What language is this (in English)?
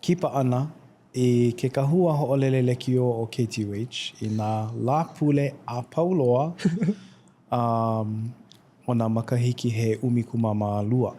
Hawaiian